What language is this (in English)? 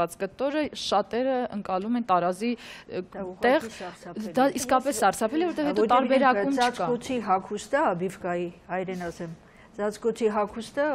Armenian